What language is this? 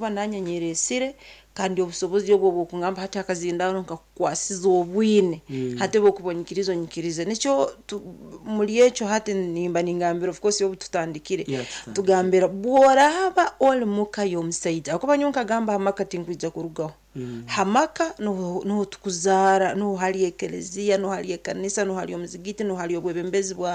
Nyankole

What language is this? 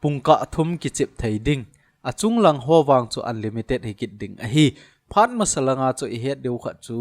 Thado Chin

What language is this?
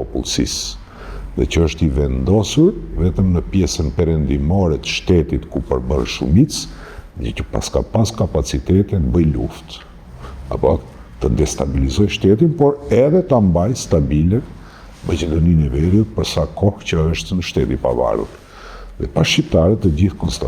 Albanian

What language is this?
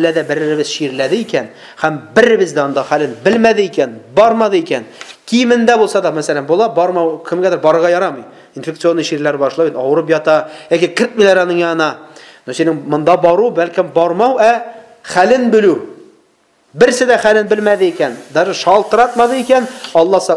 Tatar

